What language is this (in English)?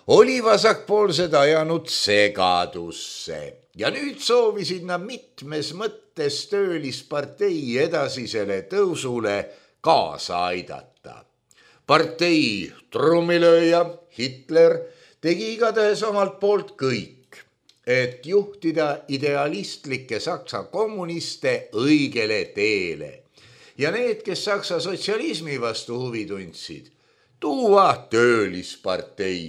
Estonian